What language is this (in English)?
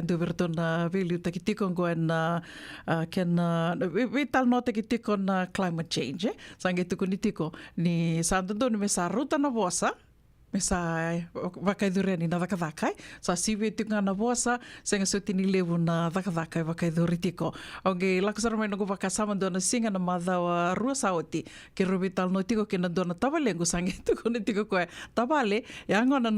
Fijian